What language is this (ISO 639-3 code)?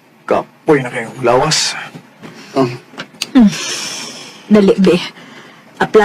ceb